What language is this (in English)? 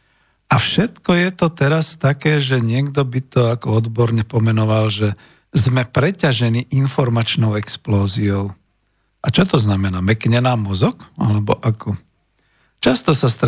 Slovak